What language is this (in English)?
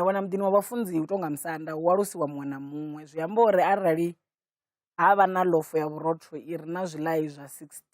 Venda